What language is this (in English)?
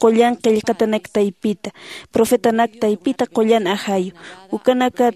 Aymara